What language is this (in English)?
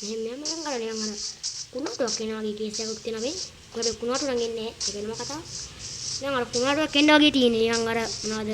Sinhala